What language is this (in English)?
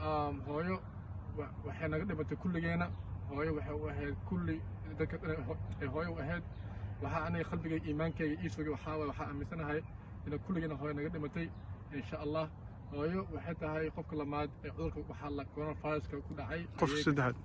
Somali